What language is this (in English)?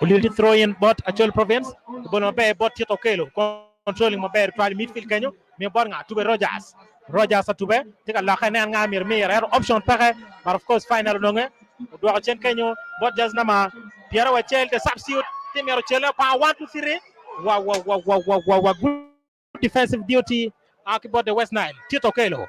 Acoli